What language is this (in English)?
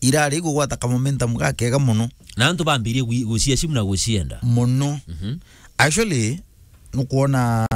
Meru